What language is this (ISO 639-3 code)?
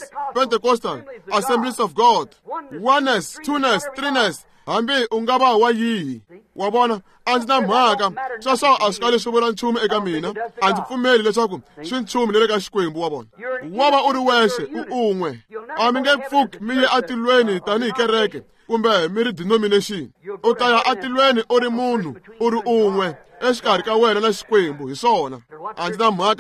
tso